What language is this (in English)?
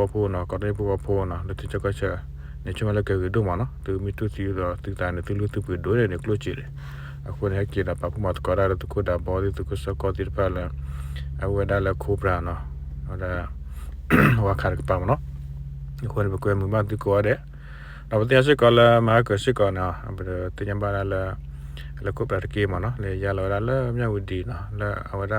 S'gaw Karen